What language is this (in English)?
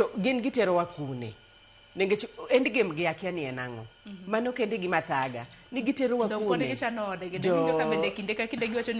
Luo (Kenya and Tanzania)